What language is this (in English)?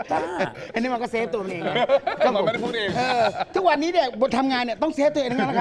Thai